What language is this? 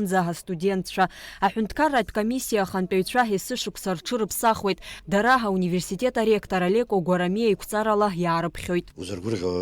Abkhazian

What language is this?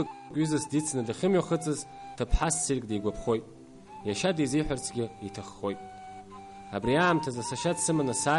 Abkhazian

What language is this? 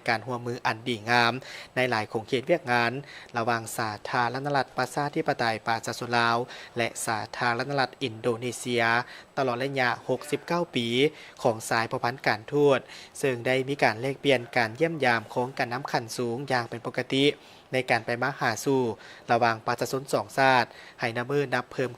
Lao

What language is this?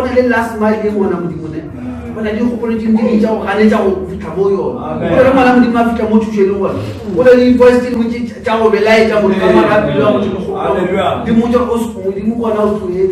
Northern Sotho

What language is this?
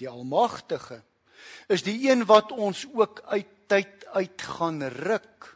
Afrikaans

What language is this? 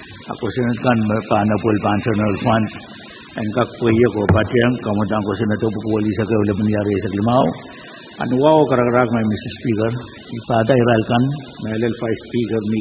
Pohnpeian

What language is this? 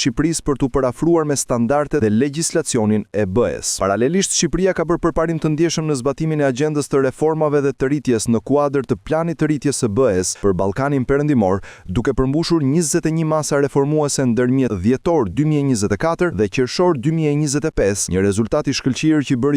Albanian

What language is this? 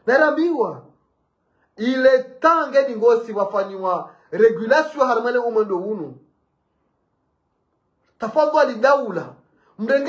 Swahili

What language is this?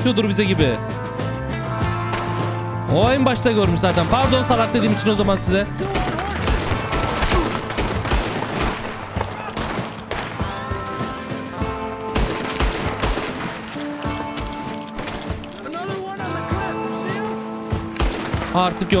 Turkish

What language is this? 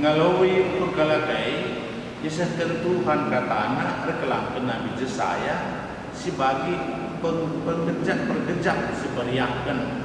Batak Karo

